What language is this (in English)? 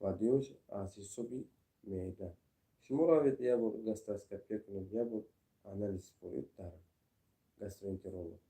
Tajik